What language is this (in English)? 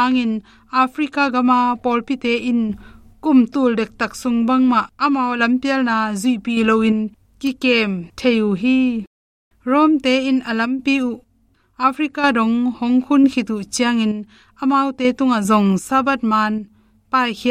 Tedim Chin